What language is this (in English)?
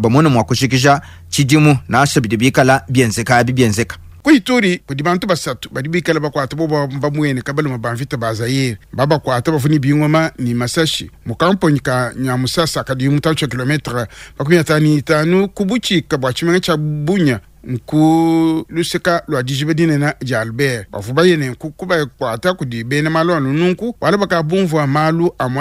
Luba-Lulua